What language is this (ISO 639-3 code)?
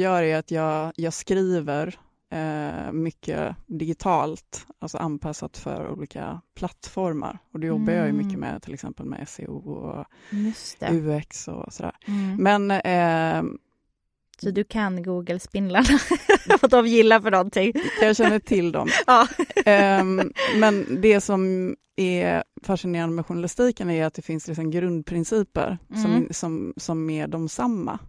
swe